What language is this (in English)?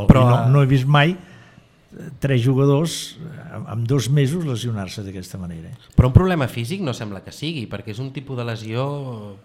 Catalan